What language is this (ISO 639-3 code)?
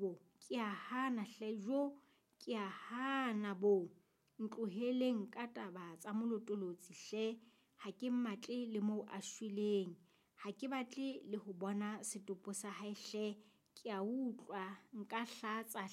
sot